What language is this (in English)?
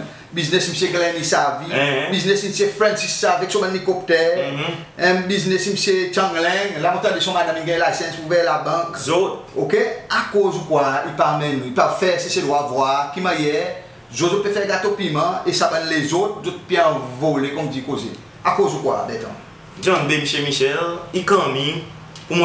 Seselwa Creole French